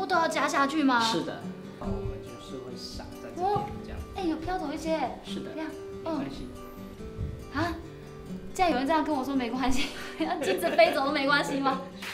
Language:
Chinese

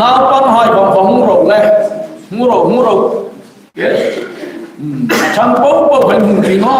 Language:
Hmar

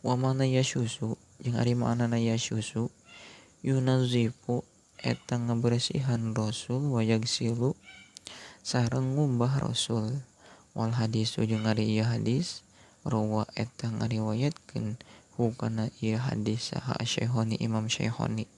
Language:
Sundanese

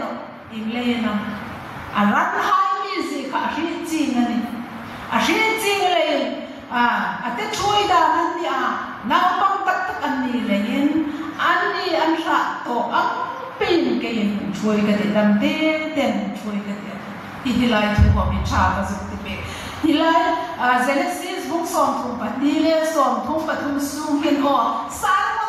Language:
Hmar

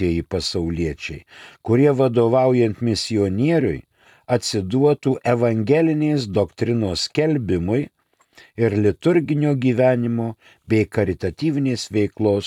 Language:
Lithuanian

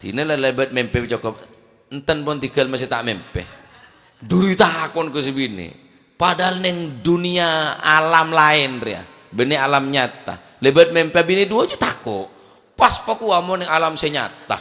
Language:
Madurese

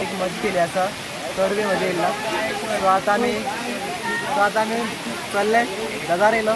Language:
Konkani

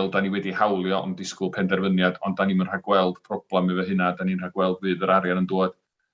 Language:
Welsh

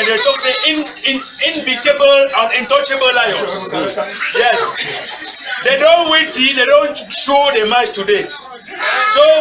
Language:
Cameroon Pidgin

